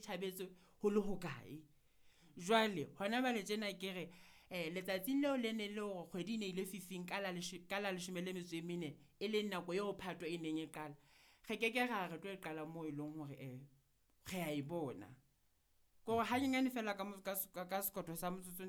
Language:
Southern Sotho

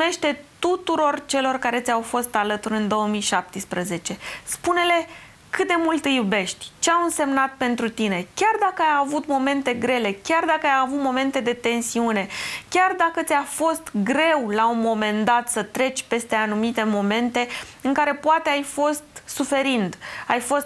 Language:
Romanian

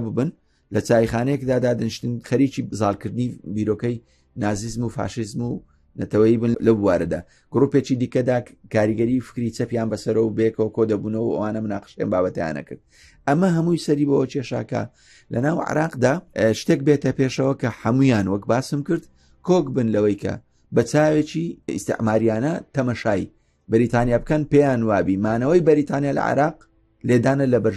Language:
Central Kurdish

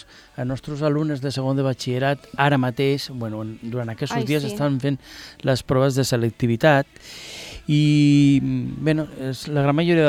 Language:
Catalan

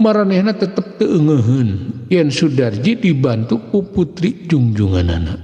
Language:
Sundanese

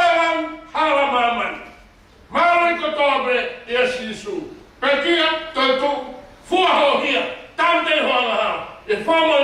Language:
Tongan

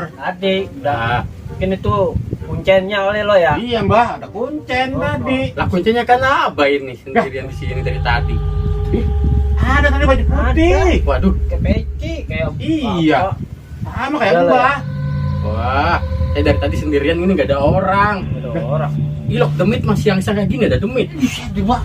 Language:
Betawi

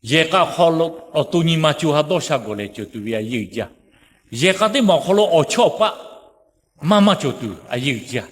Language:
Lahu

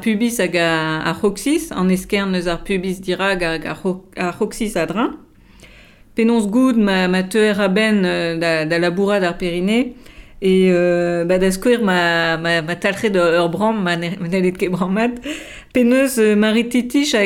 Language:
Breton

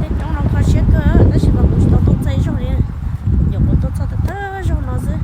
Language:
Hmong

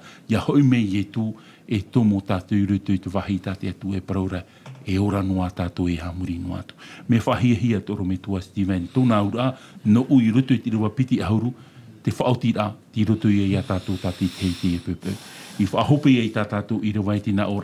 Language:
Tahitian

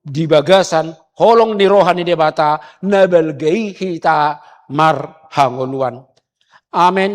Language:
Batak Toba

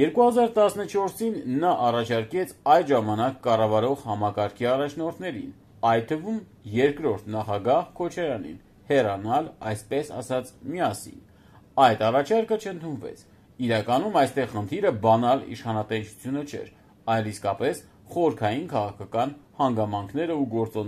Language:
Armenian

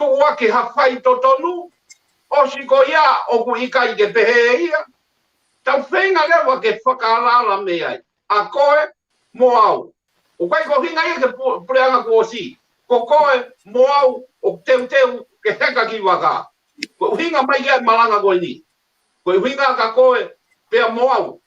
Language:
Tongan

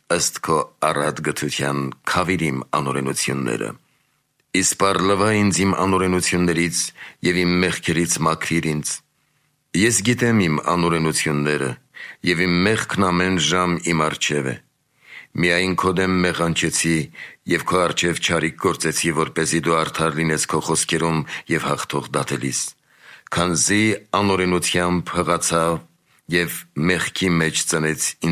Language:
Armenian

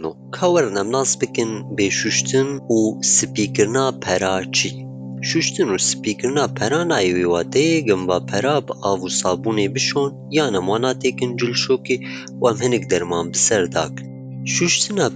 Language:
Kurdish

